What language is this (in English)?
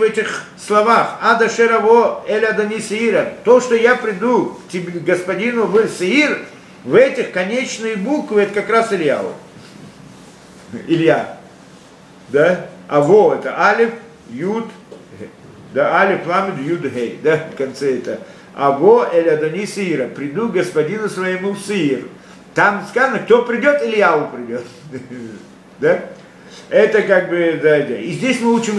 Russian